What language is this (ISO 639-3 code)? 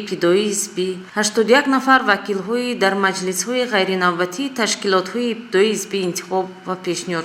tgk